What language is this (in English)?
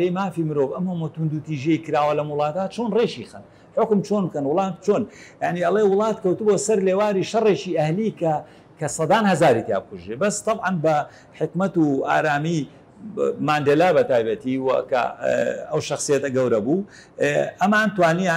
Central Kurdish